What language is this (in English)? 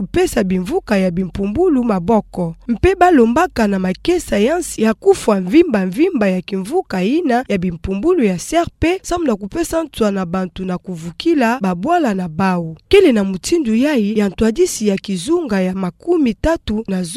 Kituba (Democratic Republic of Congo)